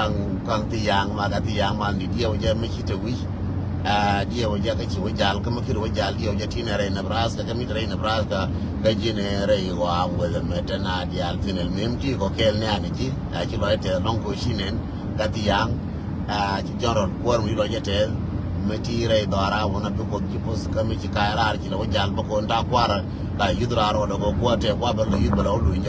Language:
Nuer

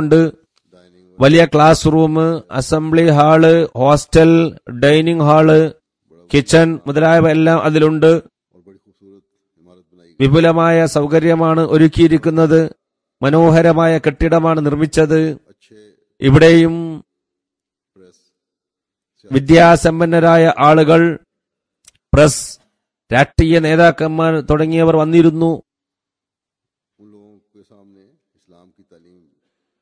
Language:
Malayalam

